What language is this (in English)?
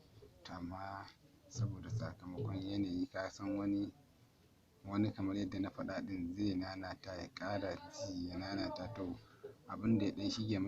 Hausa